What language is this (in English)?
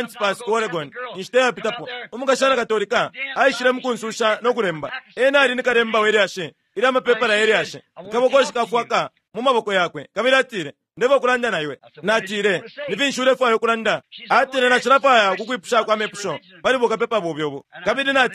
Bemba